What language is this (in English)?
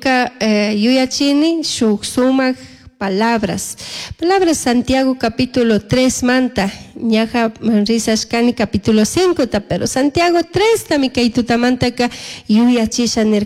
Chimborazo Highland Quichua